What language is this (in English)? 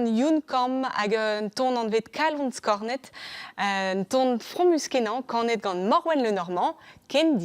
Breton